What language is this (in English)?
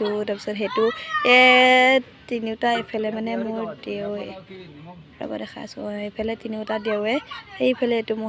Assamese